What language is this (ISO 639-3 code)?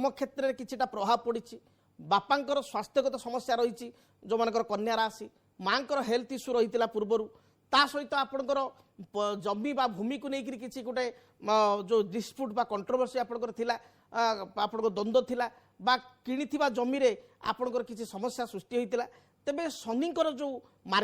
ori